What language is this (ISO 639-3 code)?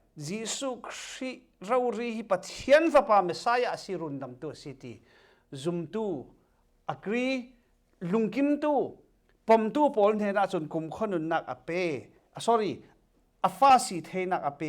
cfm